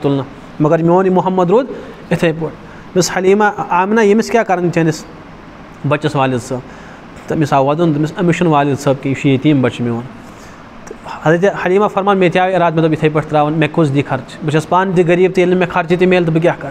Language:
Kashmiri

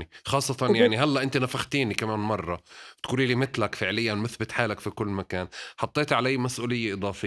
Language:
North Levantine Arabic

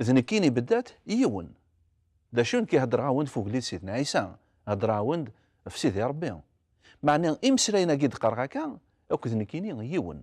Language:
Kabyle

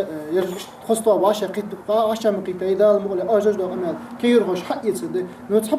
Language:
Ingush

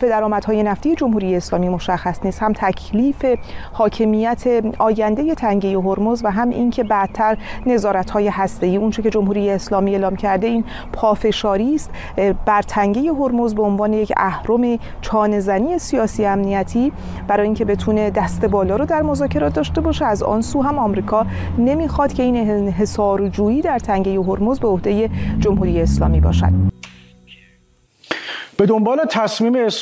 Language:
Persian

